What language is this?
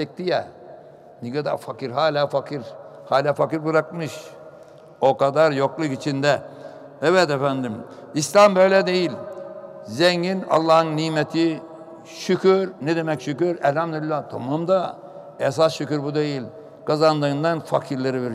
Turkish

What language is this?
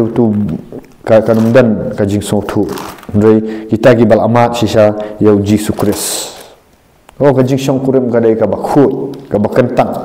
Khasi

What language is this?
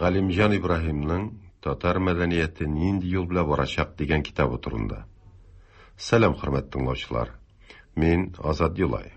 Tatar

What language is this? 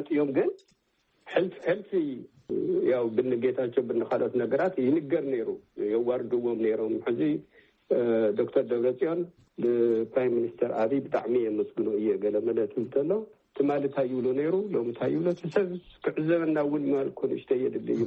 Tigrinya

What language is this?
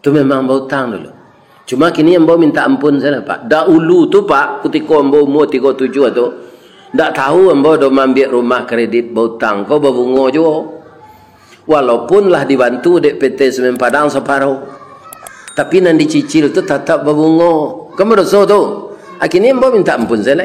Minangkabau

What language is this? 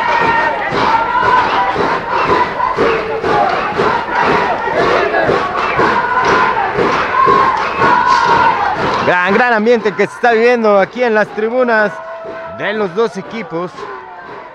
Spanish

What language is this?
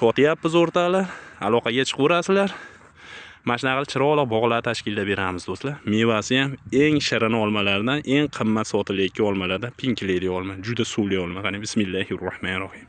Uzbek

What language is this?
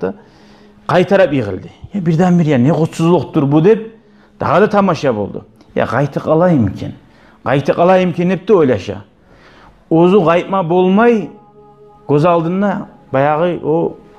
Kumyk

